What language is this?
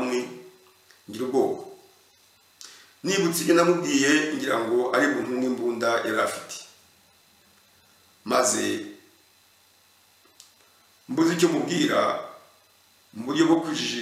Kinyarwanda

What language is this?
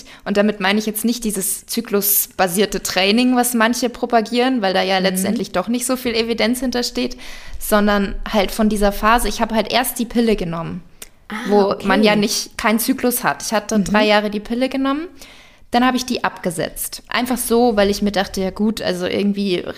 German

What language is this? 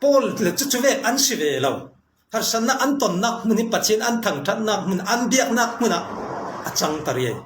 Falam Chin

